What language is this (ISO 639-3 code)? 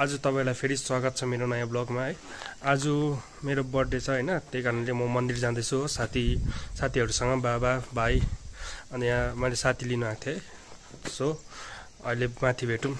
nep